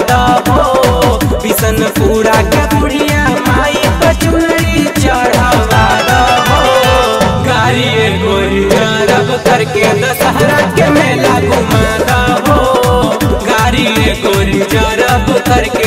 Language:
Bhojpuri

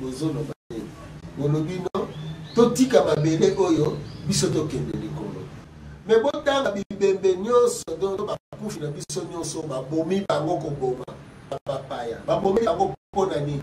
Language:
Lingala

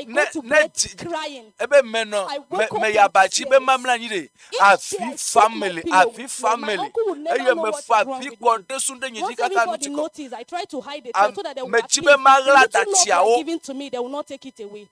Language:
Ewe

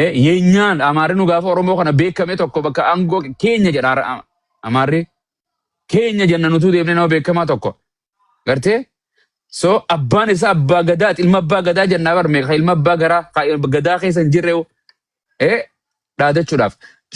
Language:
Oromo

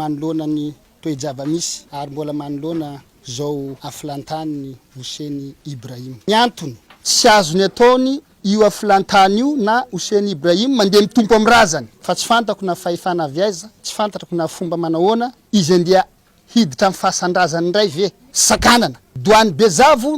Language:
Malagasy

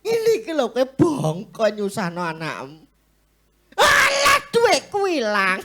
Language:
Javanese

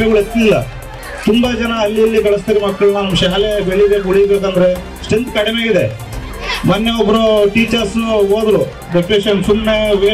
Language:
Kannada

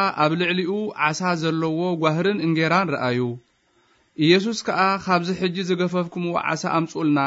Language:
Tigrinya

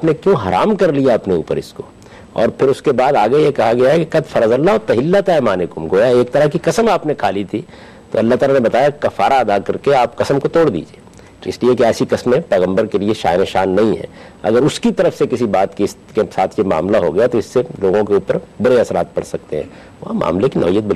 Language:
Urdu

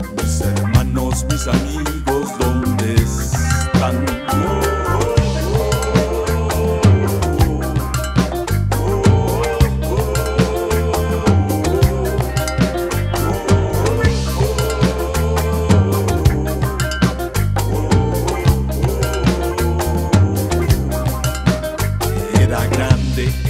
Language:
Spanish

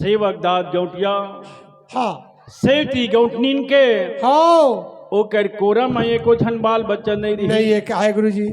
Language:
Chhattisgarhi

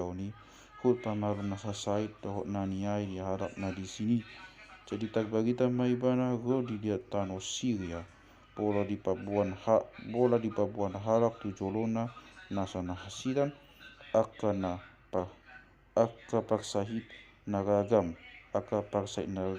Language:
Batak Toba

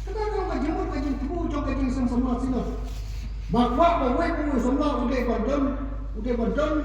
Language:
Khasi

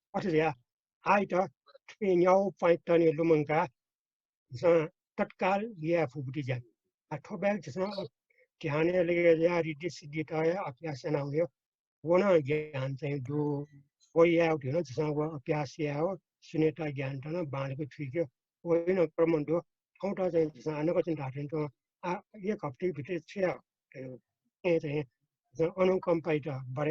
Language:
Newari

